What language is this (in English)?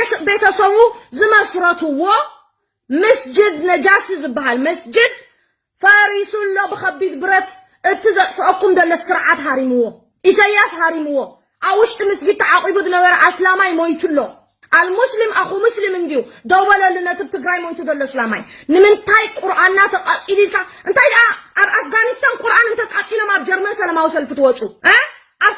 Tigrinya